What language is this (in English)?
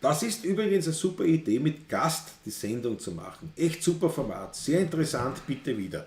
Bavarian